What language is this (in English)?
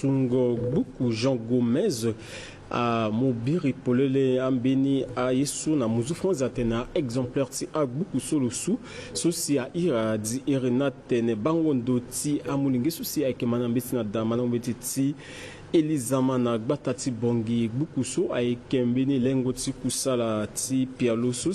Sango